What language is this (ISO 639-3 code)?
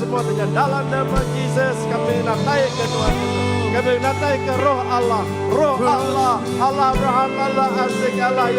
iba